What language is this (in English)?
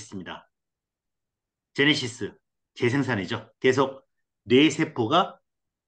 Korean